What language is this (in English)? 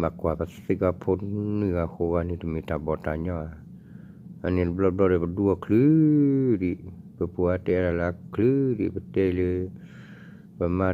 S'gaw Karen